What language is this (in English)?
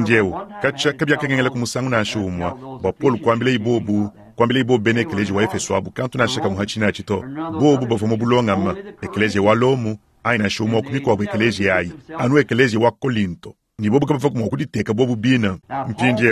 Luba-Lulua